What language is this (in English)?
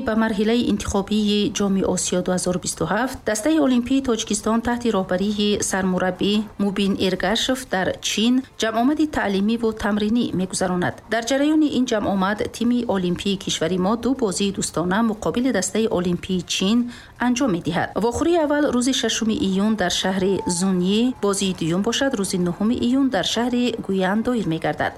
Tajik